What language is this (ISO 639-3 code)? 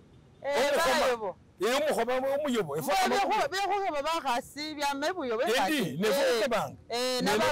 myx